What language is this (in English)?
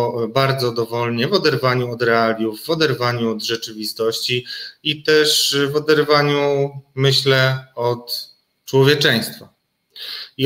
Polish